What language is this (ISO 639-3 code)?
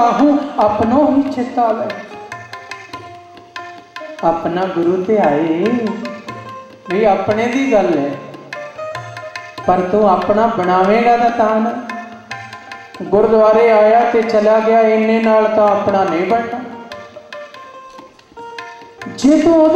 pan